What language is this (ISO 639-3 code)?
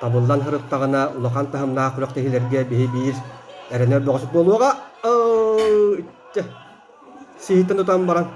sah